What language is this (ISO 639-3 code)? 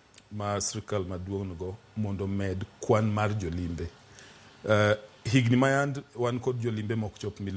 luo